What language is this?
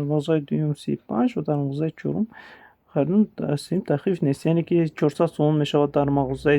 Tajik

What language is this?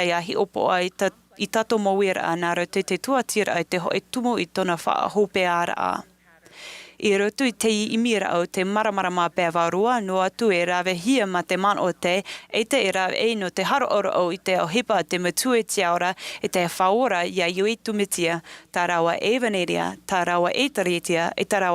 Tahitian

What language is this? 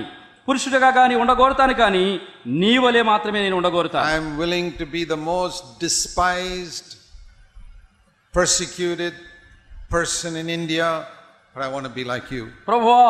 Telugu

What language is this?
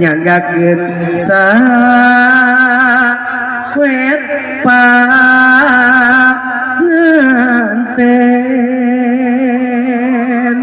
Sundanese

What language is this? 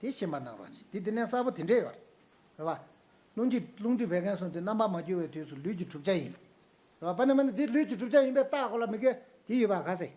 Tibetan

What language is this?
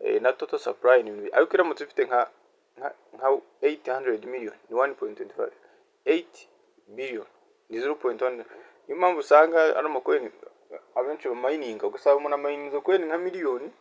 Kinyarwanda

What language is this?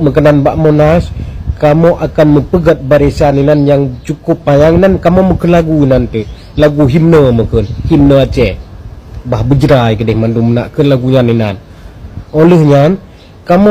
Achinese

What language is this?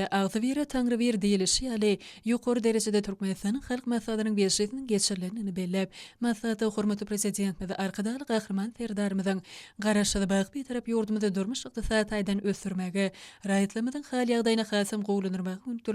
Turkmen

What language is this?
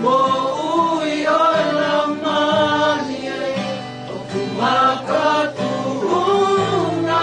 Tongan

